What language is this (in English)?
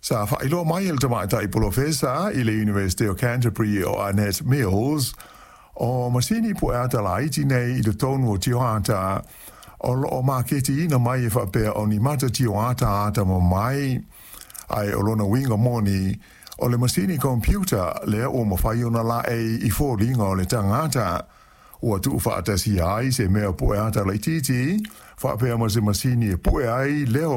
Samoan